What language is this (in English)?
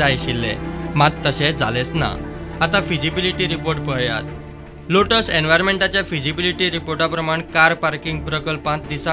Konkani